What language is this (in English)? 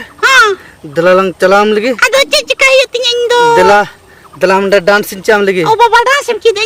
Santali